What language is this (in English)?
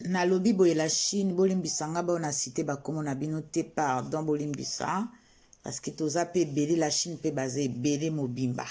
Lingala